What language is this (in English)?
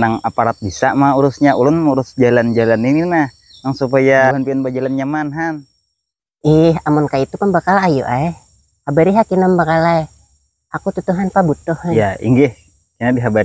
Banjar